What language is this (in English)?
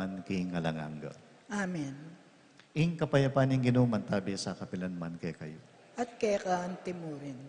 Pampanga